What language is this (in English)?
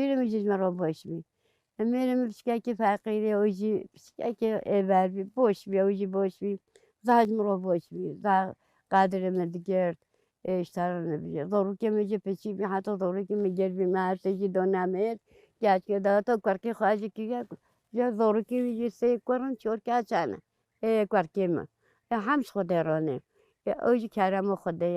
Kurdish